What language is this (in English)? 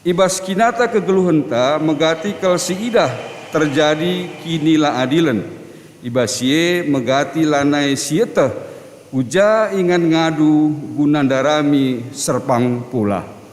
Batak Karo